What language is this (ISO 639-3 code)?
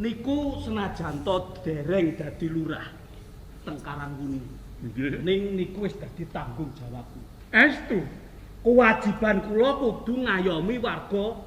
jav